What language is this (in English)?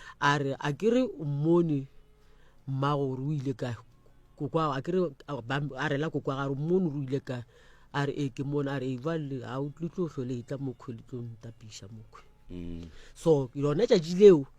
Northern Sotho